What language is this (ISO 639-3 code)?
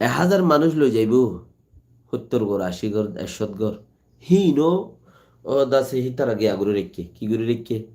rhg